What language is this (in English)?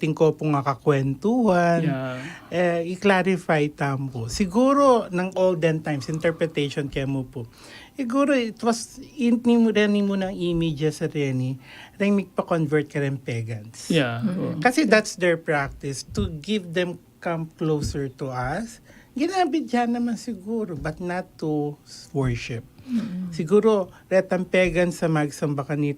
Pampanga